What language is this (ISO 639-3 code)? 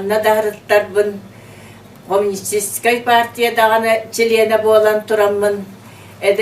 sah